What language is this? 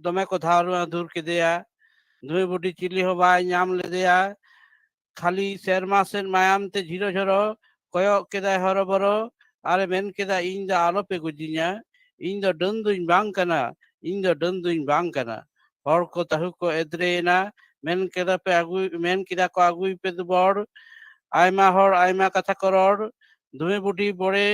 Santali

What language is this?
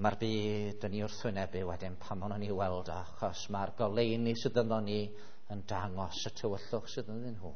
Welsh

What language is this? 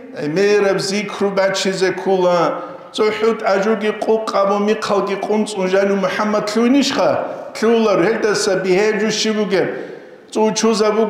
Avaric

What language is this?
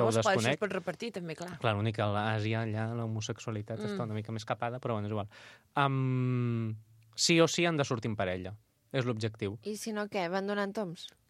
Catalan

